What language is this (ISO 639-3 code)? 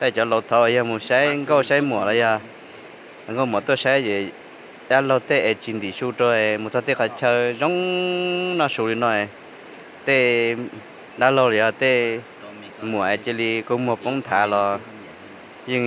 hmn